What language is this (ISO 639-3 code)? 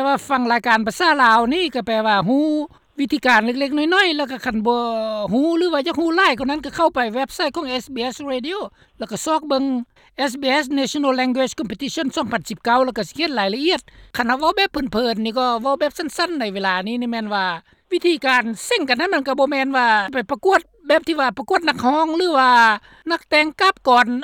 lao